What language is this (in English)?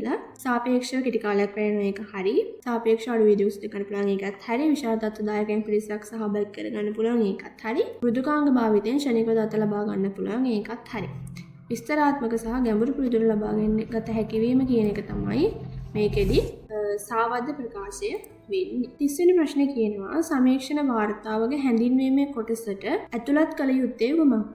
Sinhala